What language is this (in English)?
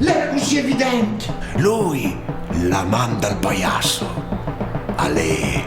Friulian